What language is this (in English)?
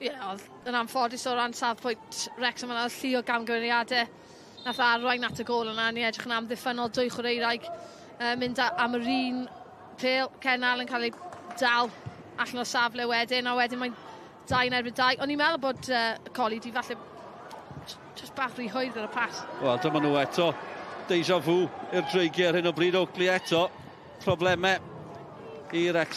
Welsh